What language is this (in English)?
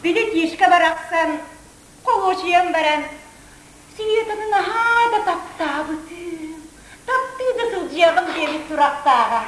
Yakut